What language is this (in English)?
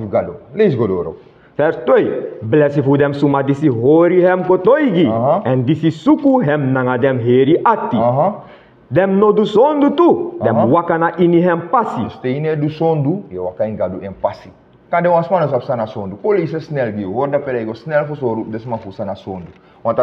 Sranan Tongo